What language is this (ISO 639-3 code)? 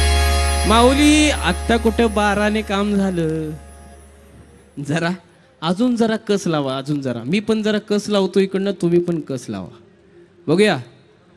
mar